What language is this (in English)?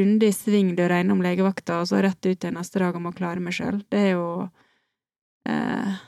Norwegian